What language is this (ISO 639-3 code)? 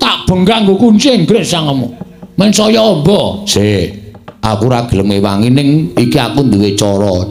jav